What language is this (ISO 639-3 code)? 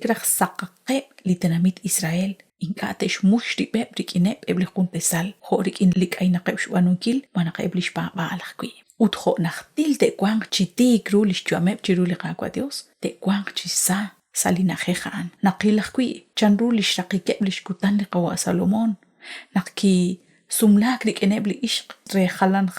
kek